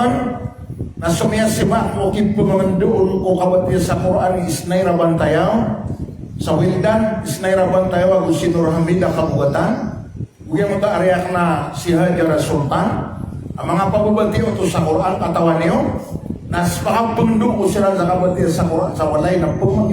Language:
Maranao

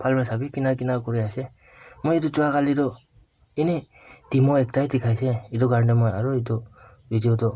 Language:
Naga Pidgin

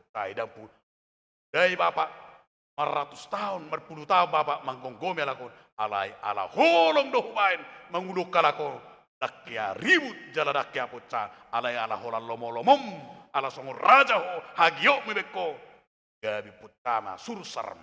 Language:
Batak Toba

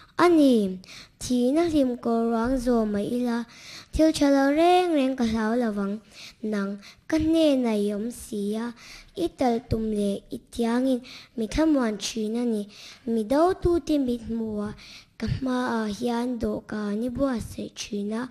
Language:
Mizo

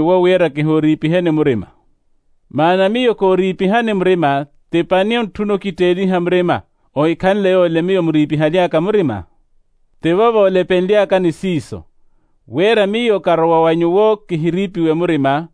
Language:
Makhuwa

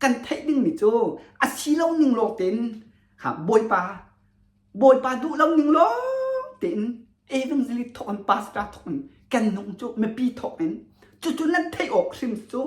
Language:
Hakha Chin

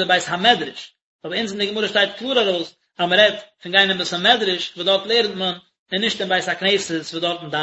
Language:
Yiddish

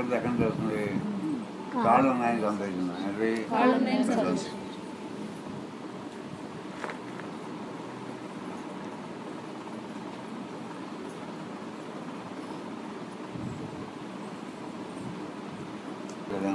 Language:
Telugu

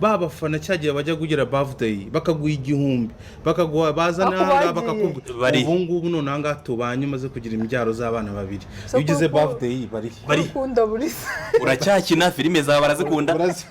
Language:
Kinyarwanda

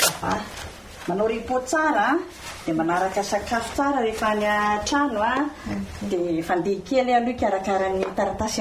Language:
Malagasy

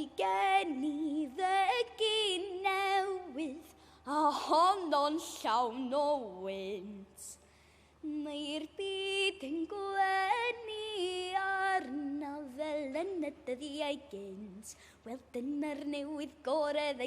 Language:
Welsh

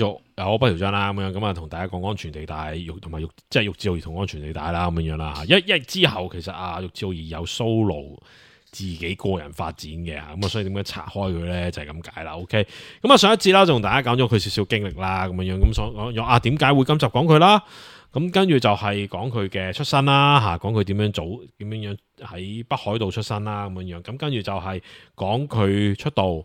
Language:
Cantonese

